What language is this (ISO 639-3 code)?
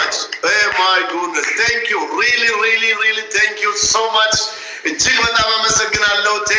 orm